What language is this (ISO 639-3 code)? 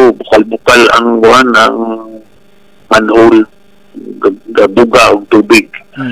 ceb